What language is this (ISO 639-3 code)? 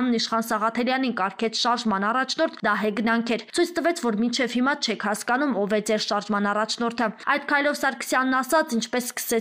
hye